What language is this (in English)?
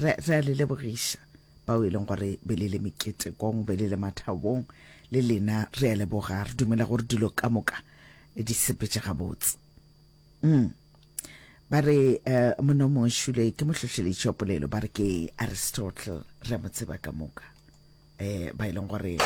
Northern Sotho